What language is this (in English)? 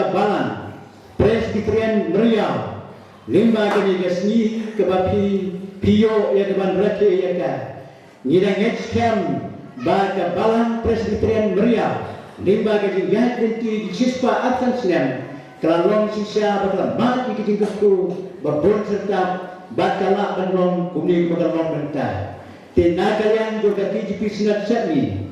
Khasi